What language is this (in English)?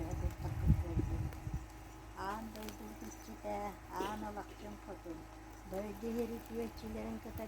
Yakut